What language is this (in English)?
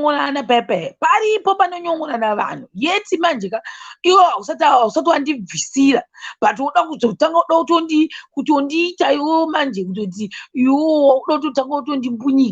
Shona